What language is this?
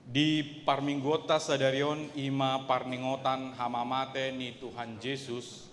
Batak Toba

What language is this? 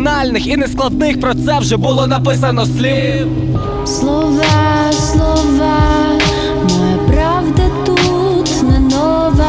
Ukrainian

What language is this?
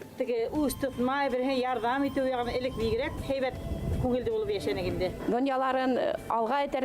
Bashkir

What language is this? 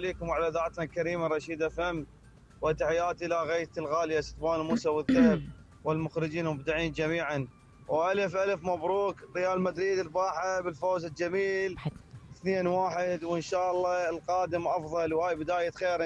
Mesopotamian Arabic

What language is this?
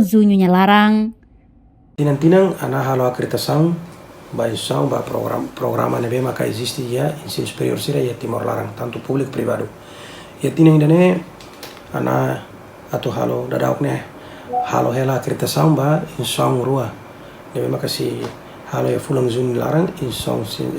Tetum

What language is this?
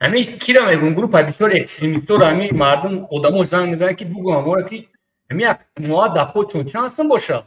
Tajik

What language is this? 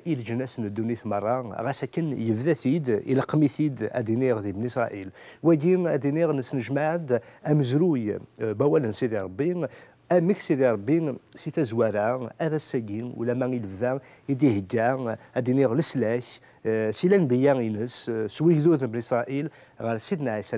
Kabyle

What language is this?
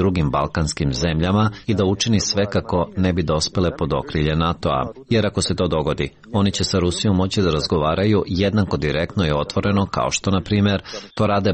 Serbian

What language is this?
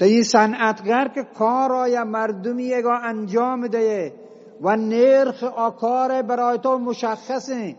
Eastern Balochi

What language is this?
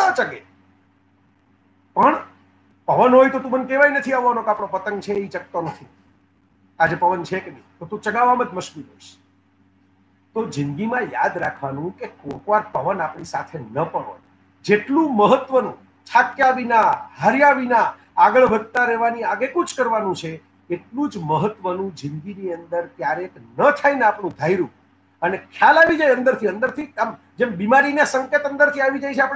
Gujarati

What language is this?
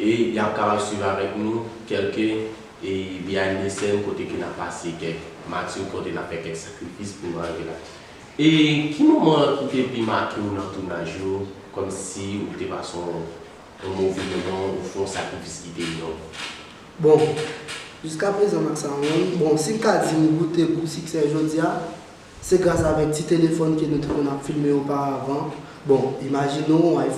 Haitian Creole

